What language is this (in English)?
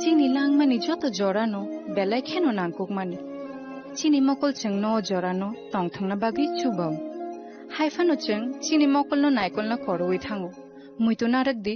Kok Borok